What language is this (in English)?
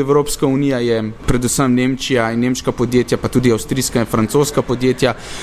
Slovenian